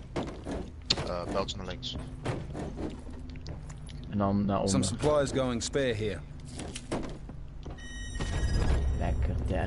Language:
Dutch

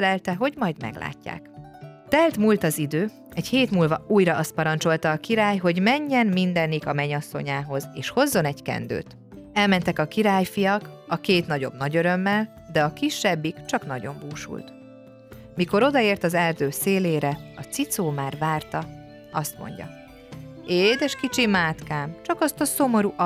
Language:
Hungarian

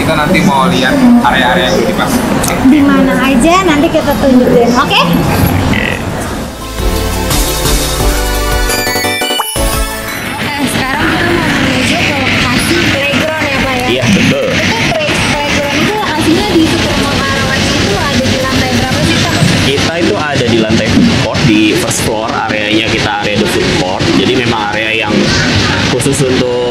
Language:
Indonesian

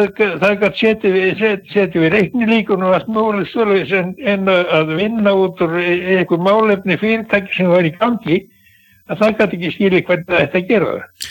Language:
Icelandic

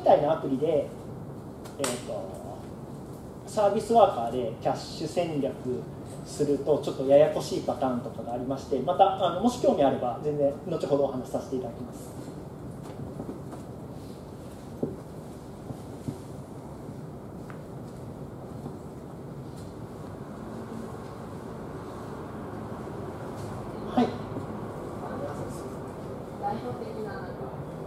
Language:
Japanese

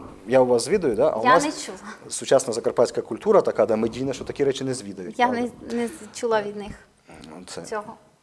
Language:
Rusyn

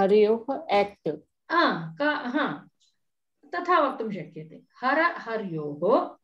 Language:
Sanskrit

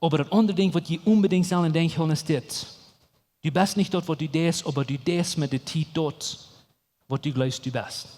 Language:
Plautdietsch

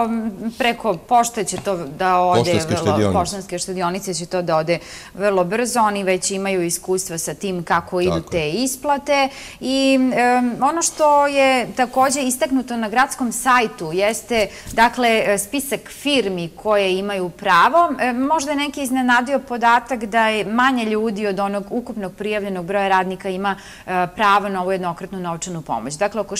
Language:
Serbian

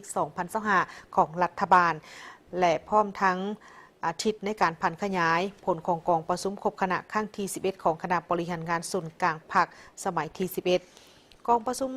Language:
Lao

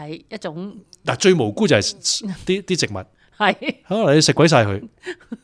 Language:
Cantonese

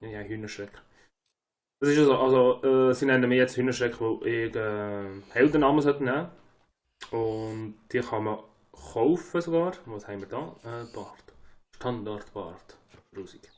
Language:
Swiss German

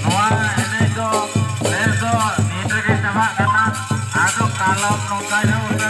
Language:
Santali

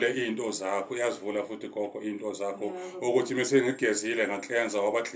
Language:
Zulu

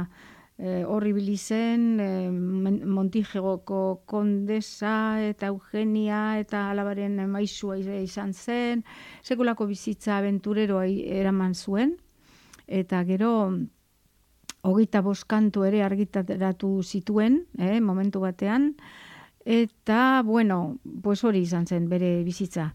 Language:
Basque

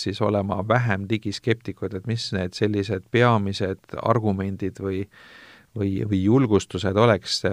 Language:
Estonian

